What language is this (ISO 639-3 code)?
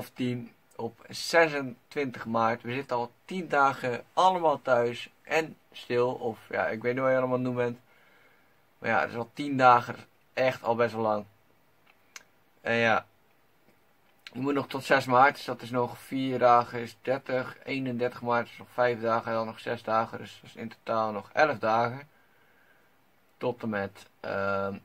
nld